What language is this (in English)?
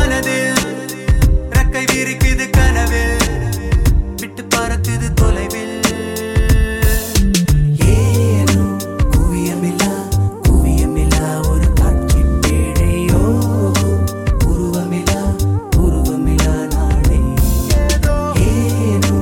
Tamil